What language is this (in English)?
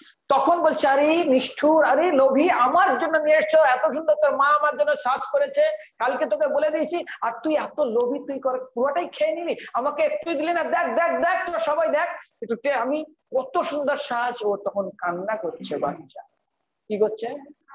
Bangla